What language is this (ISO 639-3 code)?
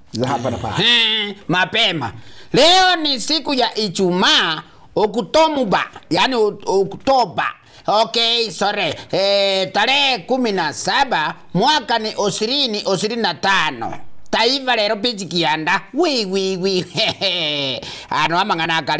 guz